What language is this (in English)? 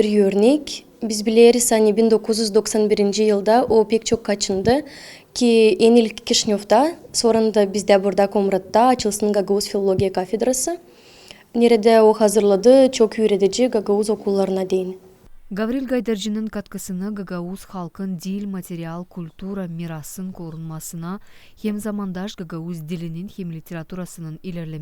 Gagauz